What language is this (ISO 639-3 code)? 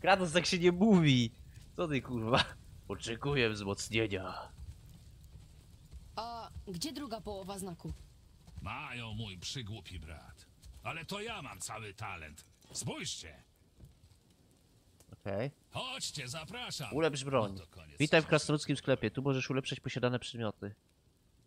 pol